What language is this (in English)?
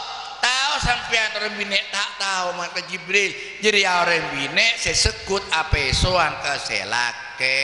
Madurese